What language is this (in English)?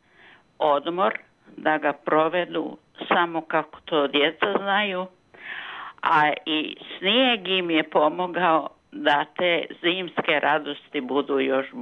Serbian